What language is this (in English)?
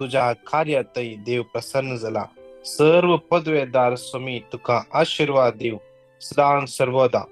Konkani